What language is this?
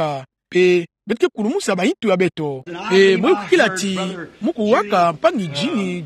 Kituba (Democratic Republic of Congo)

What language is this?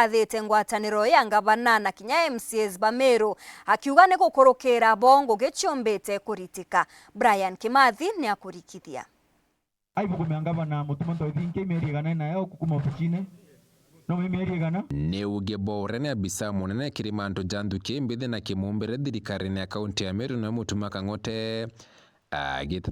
Meru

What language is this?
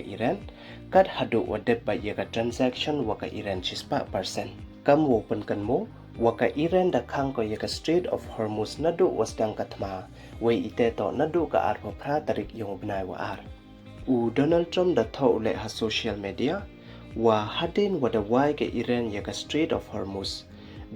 Pnar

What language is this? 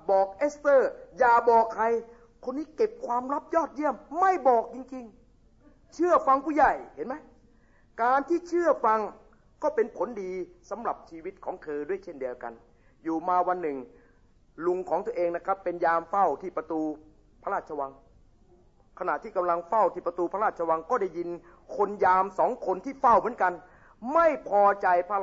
Thai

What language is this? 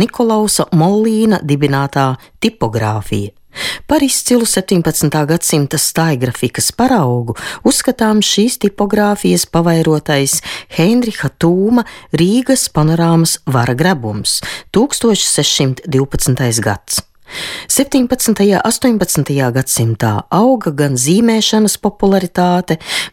Latvian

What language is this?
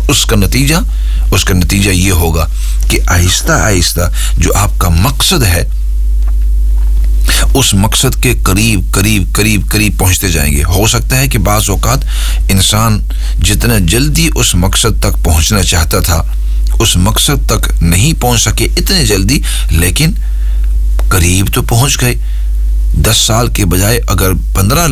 Urdu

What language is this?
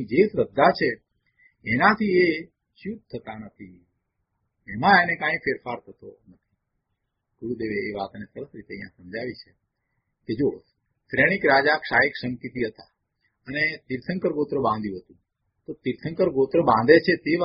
Gujarati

